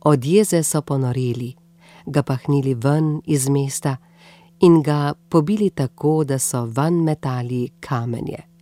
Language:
Slovenian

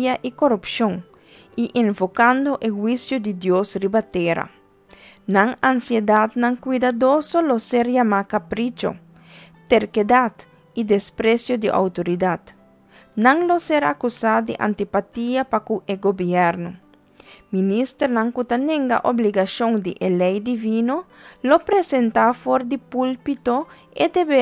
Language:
Papiamento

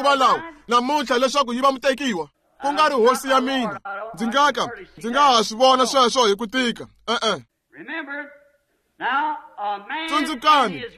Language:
Tsonga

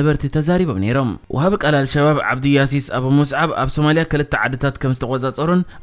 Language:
Tigrinya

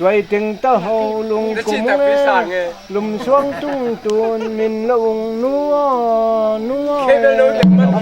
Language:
Tedim Chin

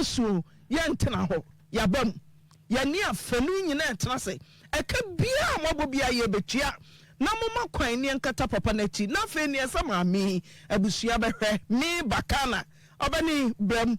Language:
Akan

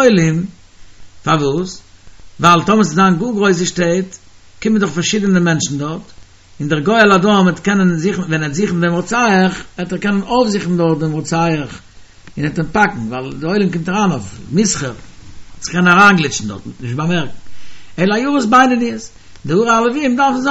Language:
Yiddish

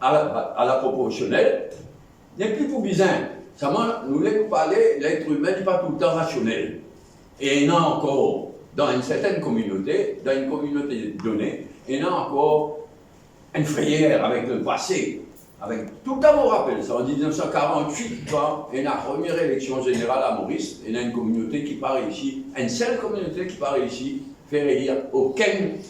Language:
Morisyen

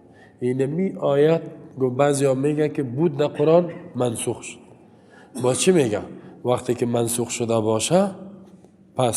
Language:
Persian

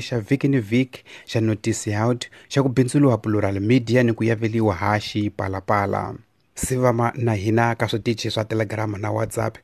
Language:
Tsonga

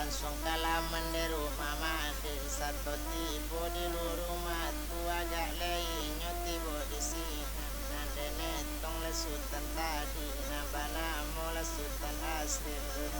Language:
Minangkabau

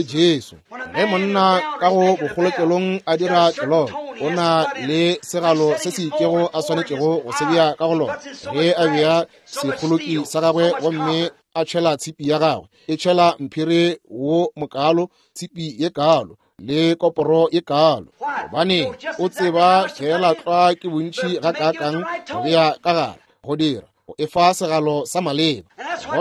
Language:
Northern Sotho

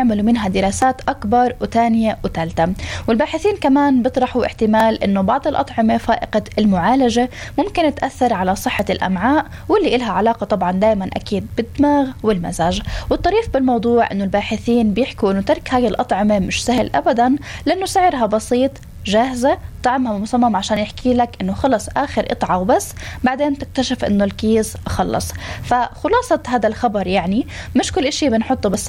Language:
North Levantine Arabic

